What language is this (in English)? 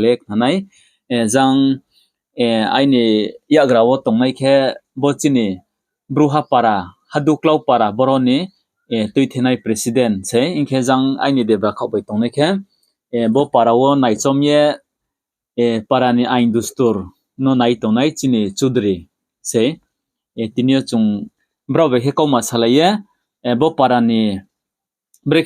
Riang (India)